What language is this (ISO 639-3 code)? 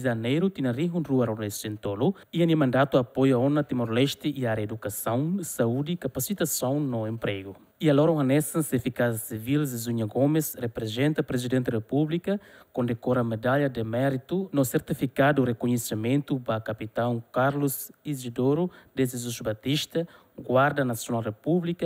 tet